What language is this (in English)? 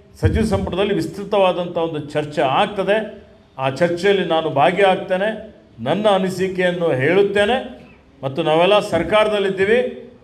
Kannada